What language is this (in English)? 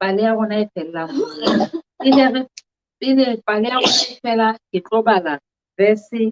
Southern Sotho